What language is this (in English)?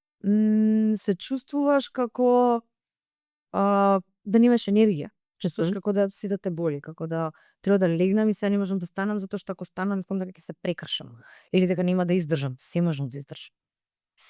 Macedonian